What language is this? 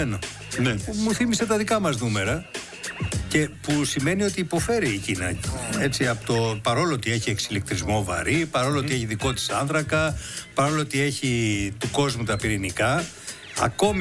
Greek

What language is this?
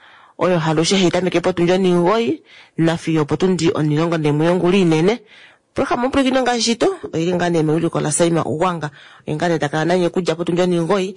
Kuanyama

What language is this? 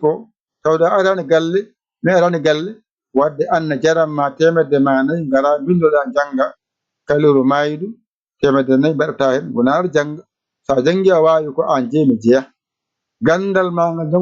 Fula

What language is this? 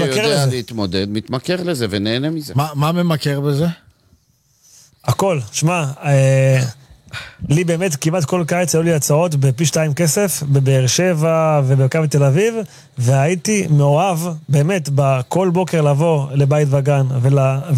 Hebrew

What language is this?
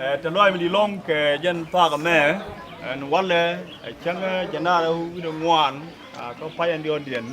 Nuer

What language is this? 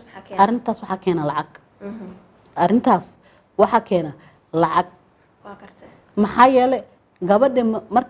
Somali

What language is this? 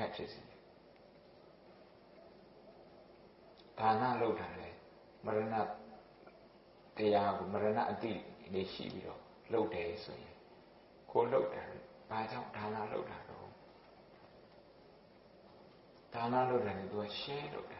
Burmese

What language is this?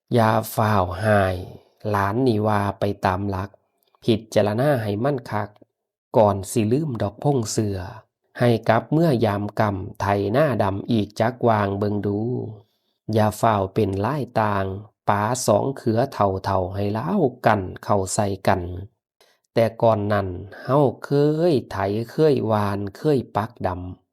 Northeastern Thai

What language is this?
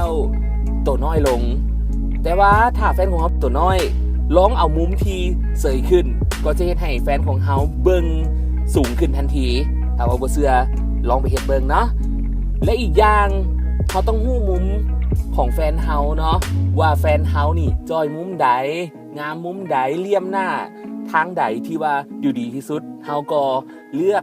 Lao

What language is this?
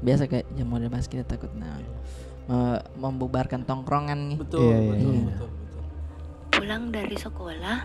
Makassar Malay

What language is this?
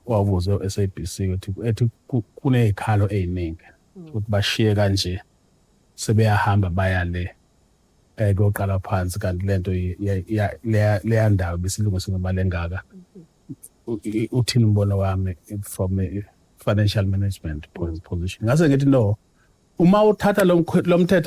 Zulu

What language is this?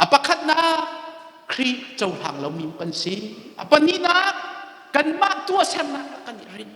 Hakha Chin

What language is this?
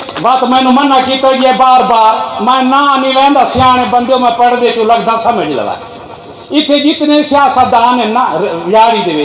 Saraiki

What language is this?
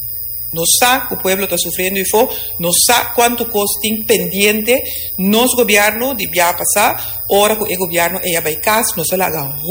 Papiamento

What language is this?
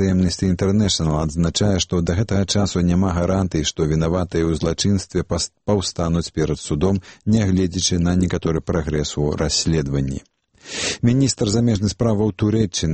Belarusian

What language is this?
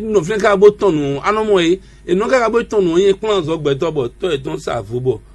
Fon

